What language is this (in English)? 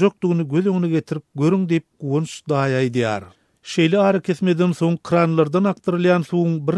Turkmen